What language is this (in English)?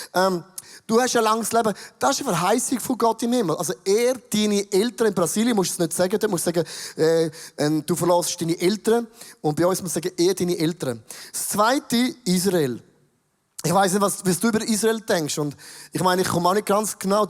Swiss German